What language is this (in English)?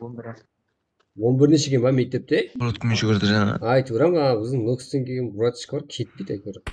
Kara-Kalpak